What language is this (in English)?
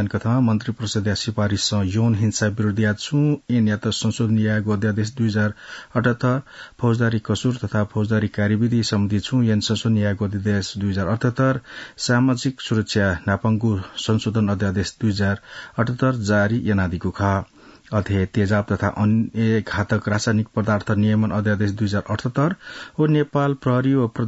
Newari